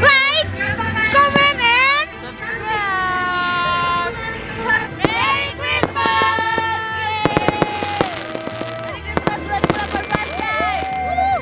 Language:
Manado Malay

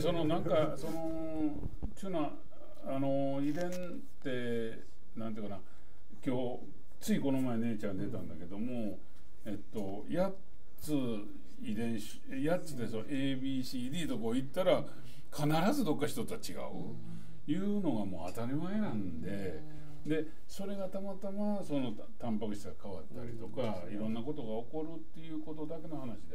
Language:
Japanese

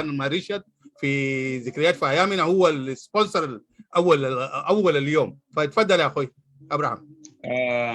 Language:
Sudanese Arabic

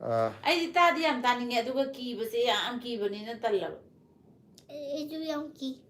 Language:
Manipuri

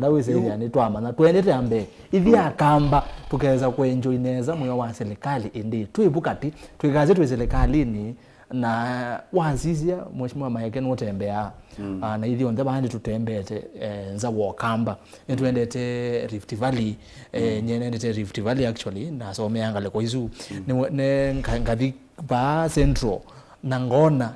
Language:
Kamba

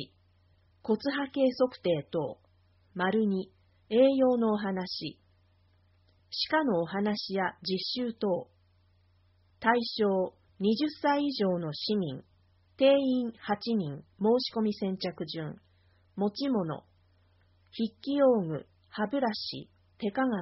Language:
Japanese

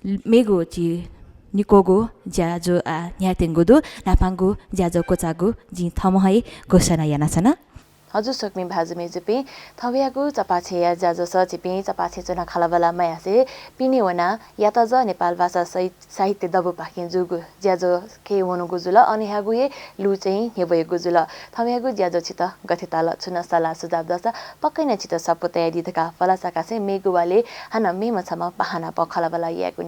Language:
Newari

